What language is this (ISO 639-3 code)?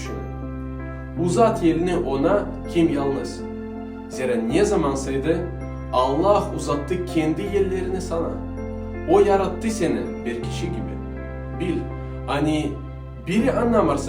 gag